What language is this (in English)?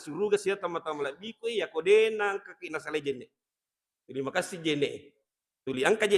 Buginese